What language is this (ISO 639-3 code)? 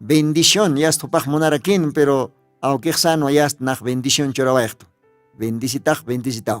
aym